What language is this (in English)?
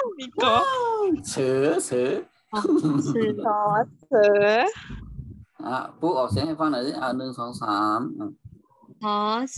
Shan